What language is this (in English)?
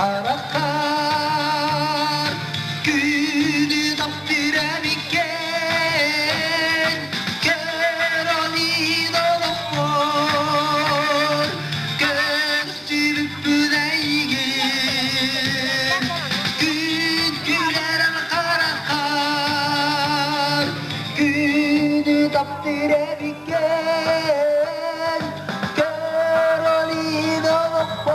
Yakut